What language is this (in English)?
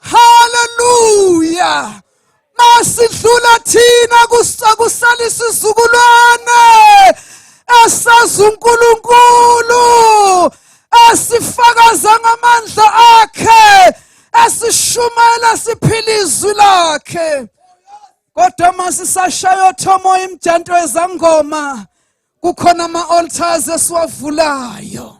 Zulu